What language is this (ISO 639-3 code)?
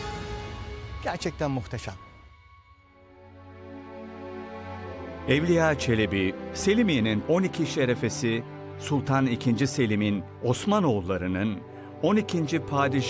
tur